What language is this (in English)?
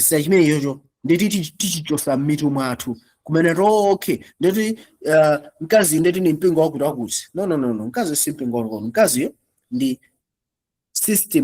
Nyanja